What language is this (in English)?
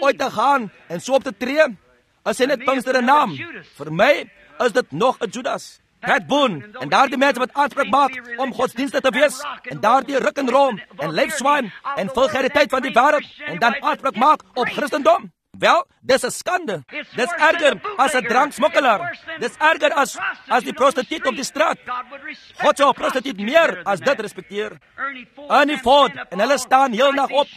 Afrikaans